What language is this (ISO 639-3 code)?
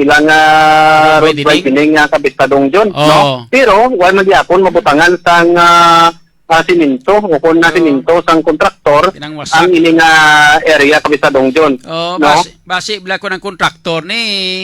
hil